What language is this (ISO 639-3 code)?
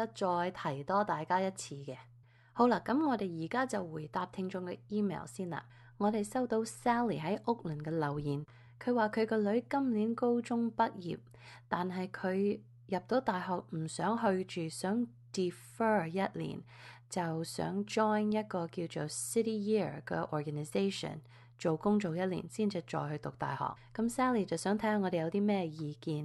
yue